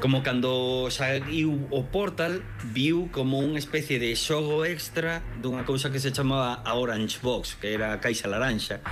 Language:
Galician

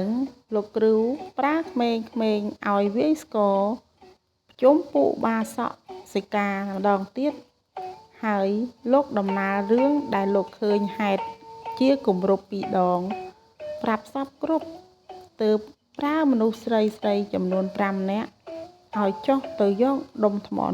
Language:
Khmer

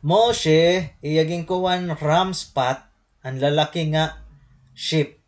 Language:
Waray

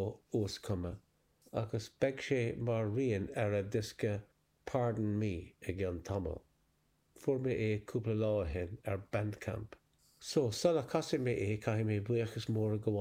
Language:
Irish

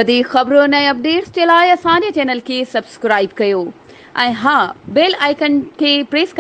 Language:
Sindhi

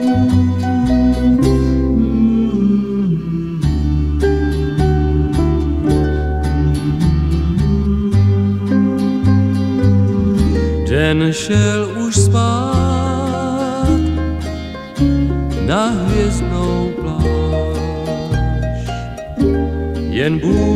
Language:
Czech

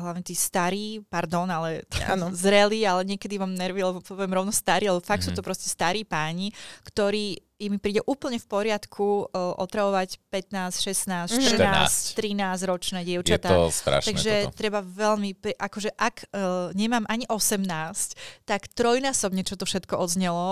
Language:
Slovak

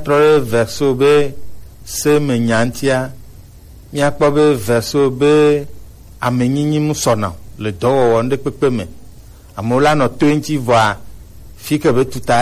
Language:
Gen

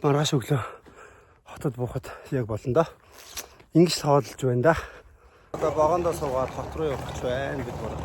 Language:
Mongolian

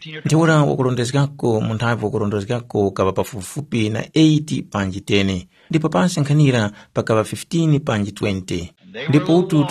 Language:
Tumbuka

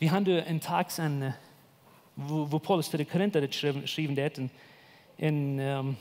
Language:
Plautdietsch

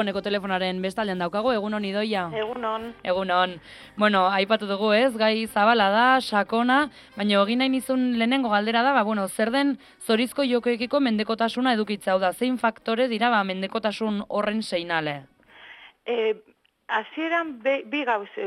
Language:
Basque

